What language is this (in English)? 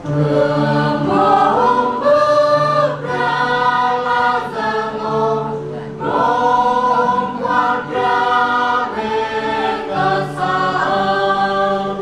Central Mnong